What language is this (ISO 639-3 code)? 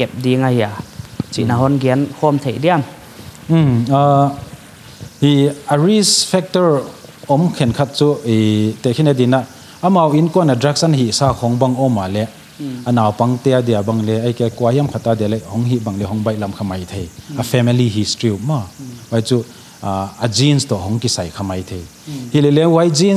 pck